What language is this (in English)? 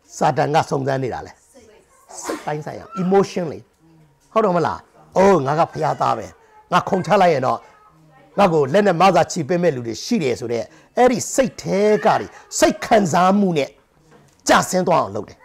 Burmese